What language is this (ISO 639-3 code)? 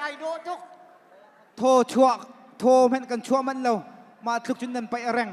cnh